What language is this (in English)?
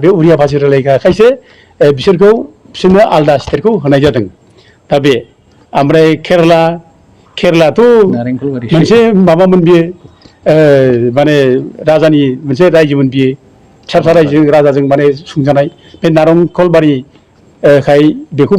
Bodo